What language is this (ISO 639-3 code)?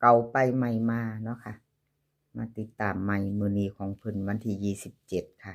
tts